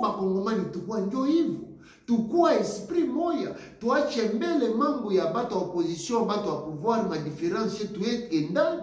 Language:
Lingala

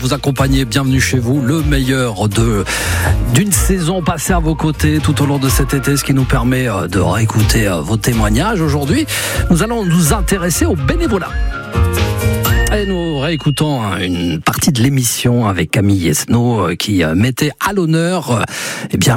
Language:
French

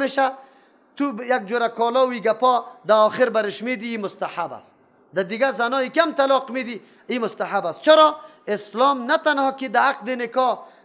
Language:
Persian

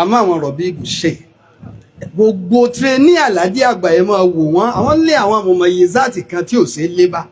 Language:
Yoruba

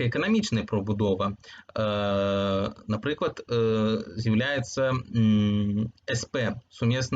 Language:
Belarusian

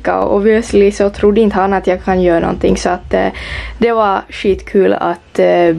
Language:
Swedish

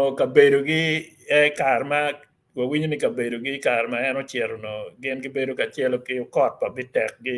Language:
Acoli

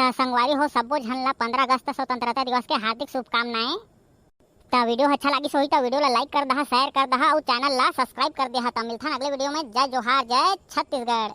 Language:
Chhattisgarhi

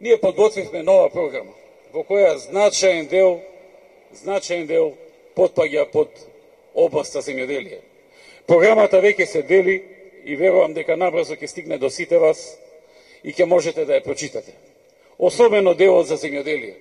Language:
Macedonian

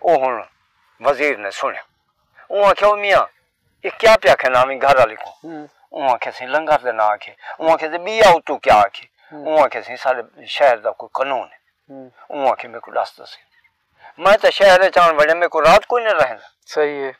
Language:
Saraiki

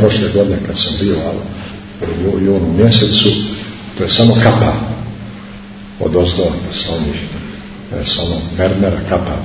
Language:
Serbian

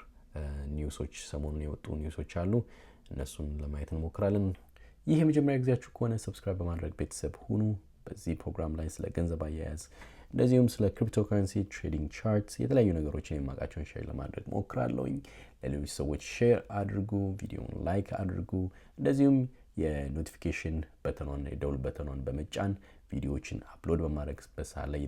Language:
Amharic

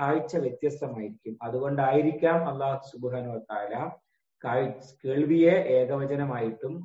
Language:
Malayalam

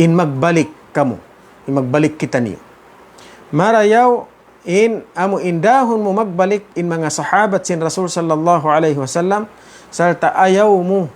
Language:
Tausug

